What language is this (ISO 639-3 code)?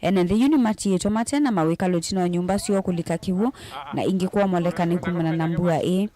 kam